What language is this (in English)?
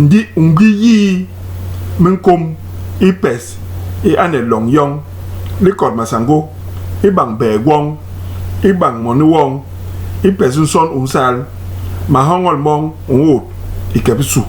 Basaa